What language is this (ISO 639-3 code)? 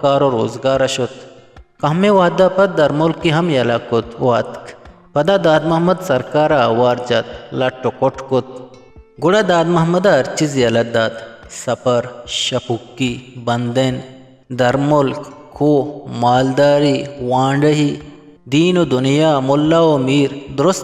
bgp